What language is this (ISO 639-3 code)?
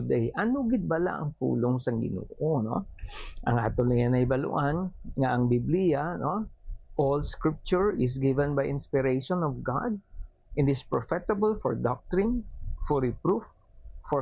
hil